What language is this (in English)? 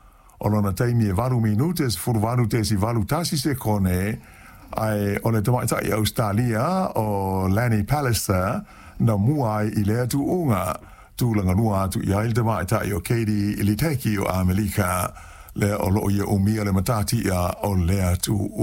Samoan